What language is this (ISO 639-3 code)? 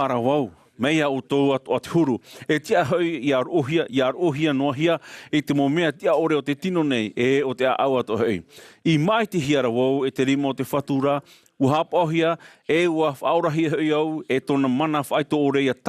tah